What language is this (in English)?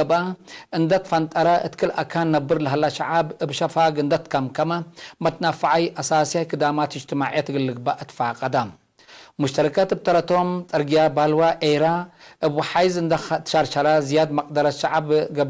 Tigre